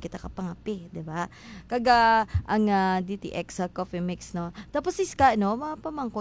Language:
Hiligaynon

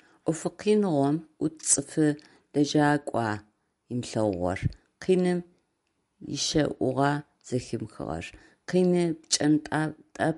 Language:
Adyghe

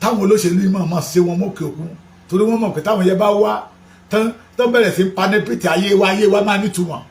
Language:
Yoruba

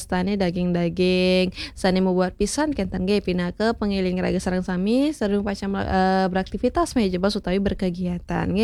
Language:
Balinese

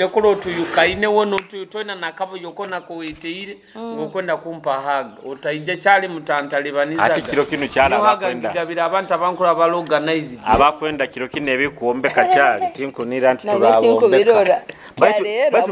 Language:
Nyoro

